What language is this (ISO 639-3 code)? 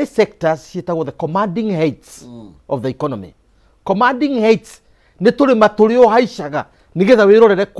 kik